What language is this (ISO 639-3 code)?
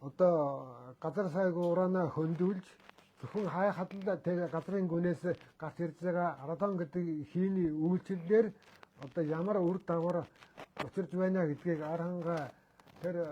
mon